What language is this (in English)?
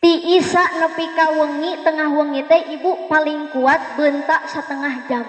Sundanese